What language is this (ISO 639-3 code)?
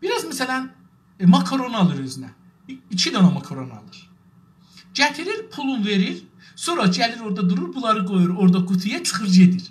azb